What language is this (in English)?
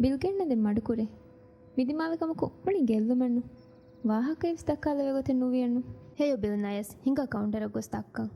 Divehi